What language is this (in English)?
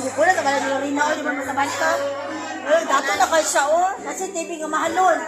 Cebuano